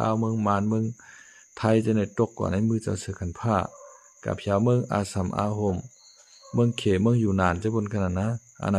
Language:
Shan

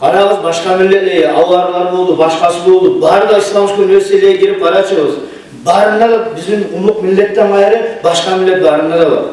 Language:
Kumyk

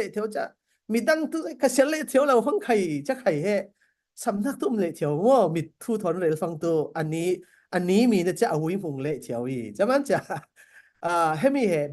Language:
Falam Chin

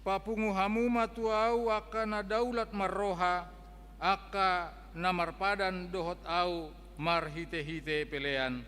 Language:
Batak Toba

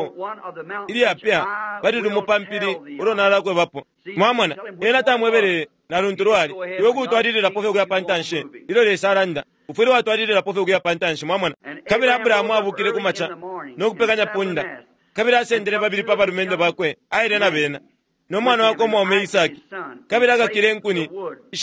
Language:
Bemba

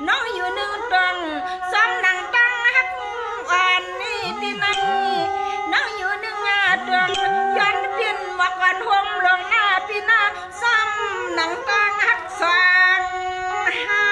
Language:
Shan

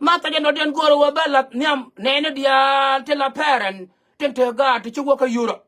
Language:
Nuer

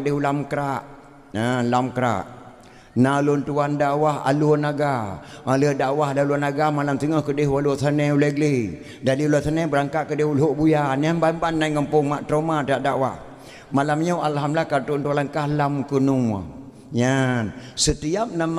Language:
Achinese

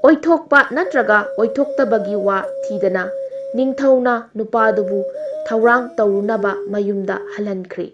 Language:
Manipuri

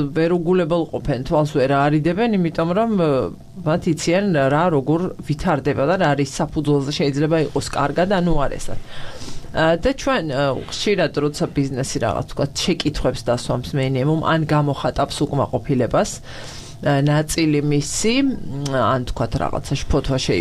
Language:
Georgian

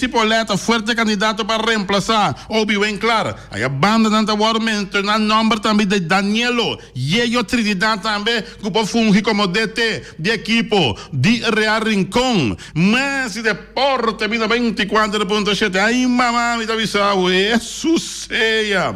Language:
Papiamento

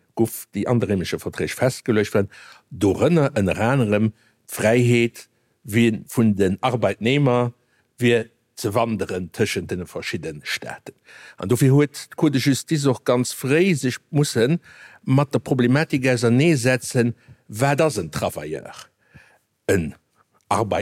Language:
Luxembourgish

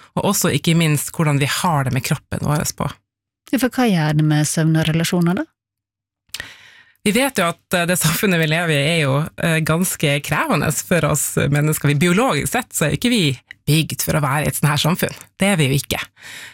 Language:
Norwegian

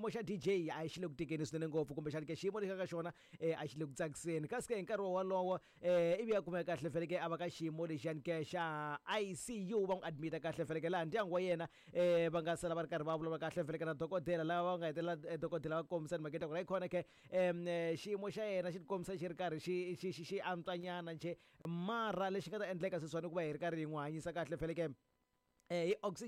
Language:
Tsonga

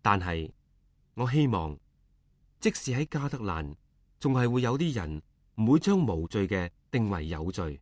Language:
Cantonese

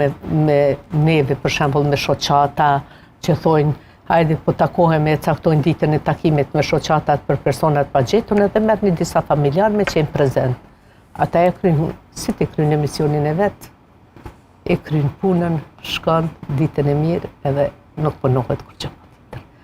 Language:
Albanian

